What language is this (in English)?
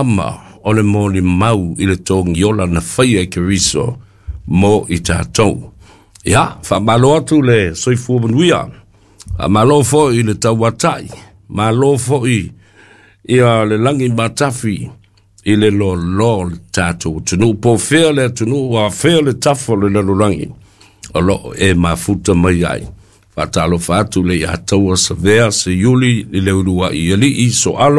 Samoan